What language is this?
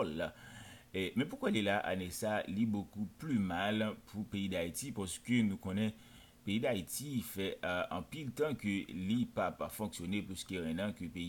Haitian Creole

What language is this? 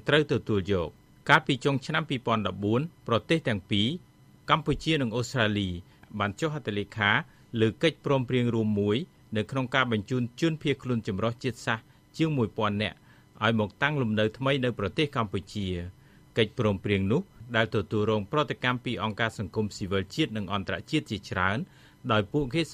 Khmer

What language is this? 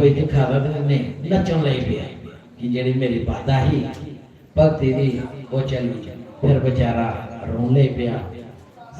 Dogri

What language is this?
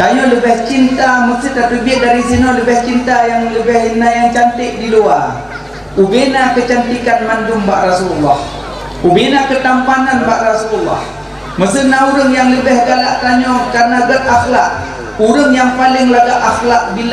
Achinese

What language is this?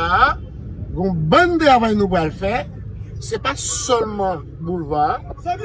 Haitian Creole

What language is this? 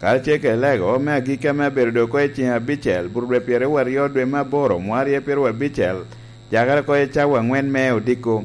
Lango (Uganda)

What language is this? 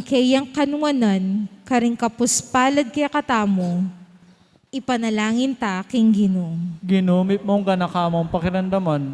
Pampanga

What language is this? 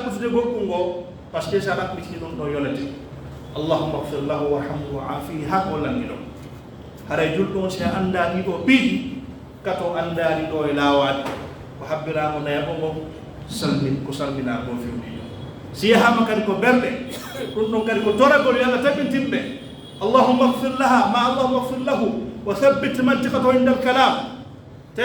Pular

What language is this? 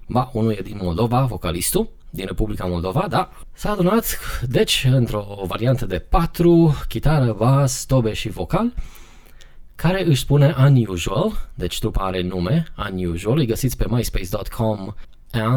Romanian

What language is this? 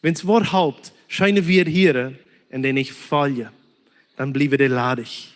Plautdietsch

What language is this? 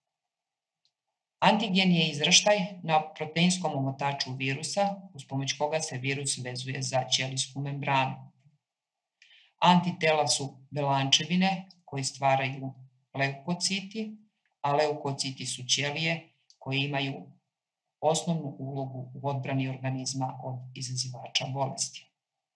Serbian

